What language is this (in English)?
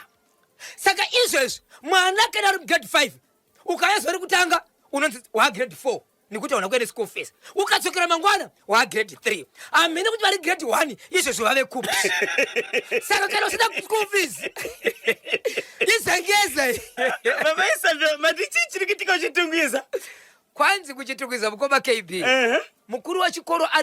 Shona